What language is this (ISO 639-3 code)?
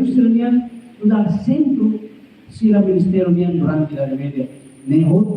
tet